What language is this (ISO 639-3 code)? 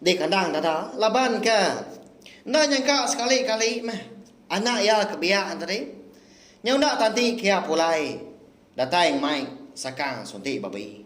iba